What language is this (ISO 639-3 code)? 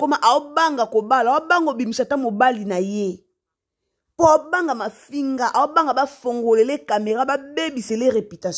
lin